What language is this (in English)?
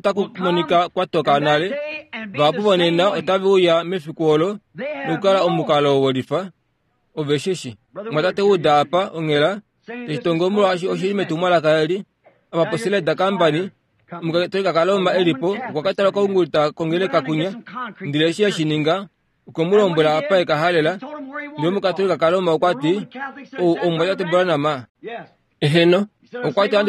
Kuanyama